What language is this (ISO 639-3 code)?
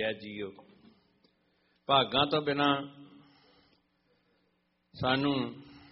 pan